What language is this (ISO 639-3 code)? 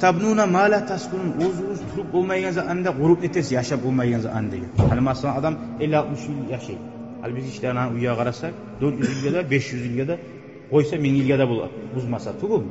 kum